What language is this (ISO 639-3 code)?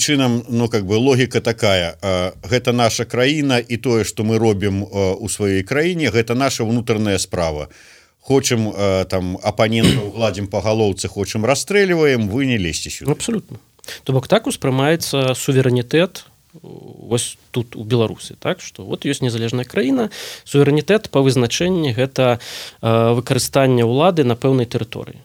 bel